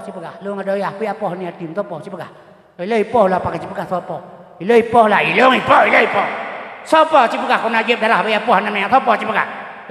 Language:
Achinese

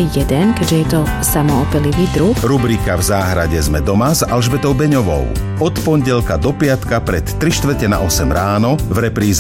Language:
Slovak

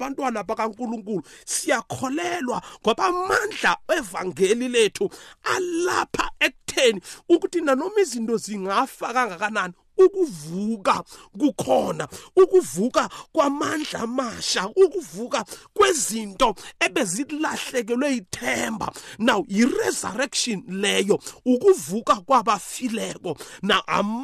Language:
South Ndebele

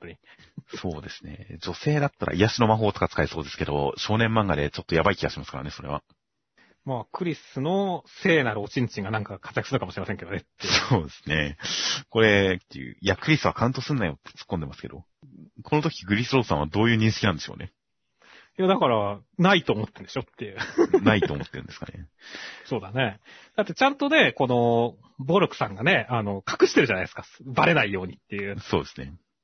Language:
Japanese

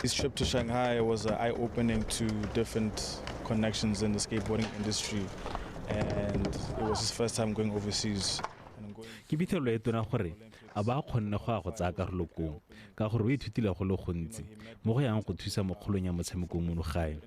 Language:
Tswana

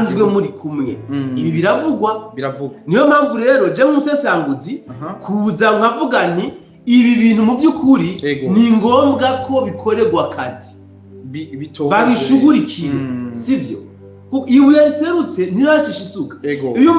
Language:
Rundi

